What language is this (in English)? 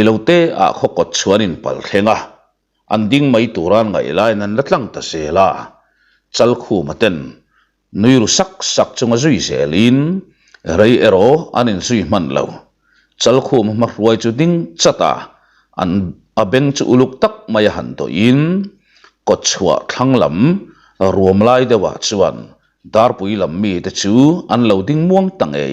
Mizo